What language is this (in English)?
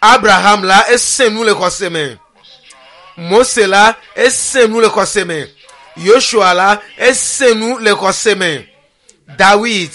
Ewe